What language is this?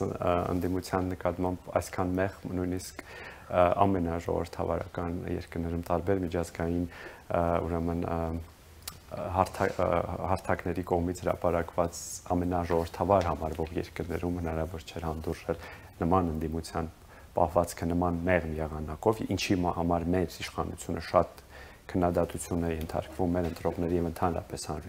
Armenian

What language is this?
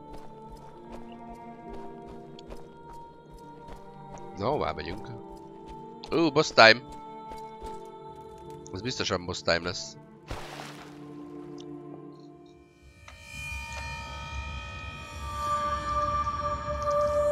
Hungarian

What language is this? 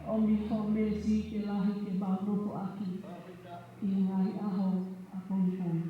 Tongan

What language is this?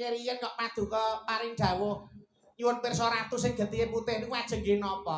Javanese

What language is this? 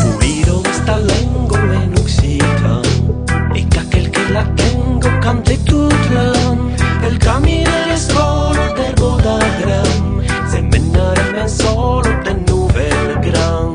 Occitan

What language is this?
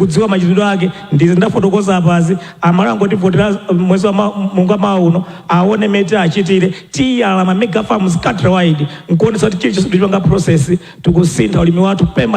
Nyanja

